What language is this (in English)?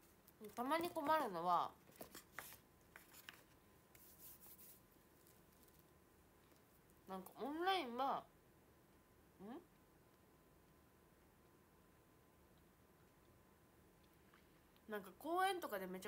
Japanese